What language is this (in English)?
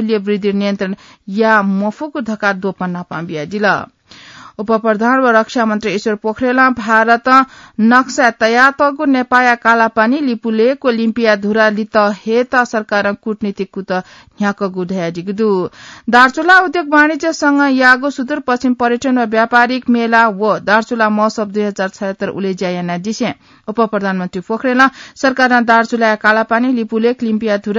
Newari